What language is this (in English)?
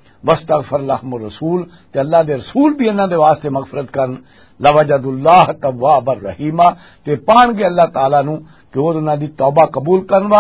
Western Panjabi